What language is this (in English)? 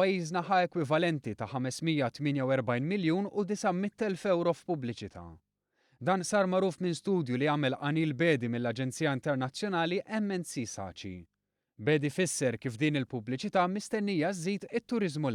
Maltese